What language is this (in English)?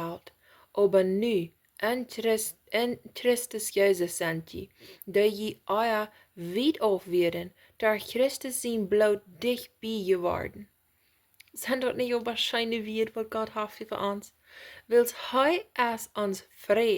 Plautdietsch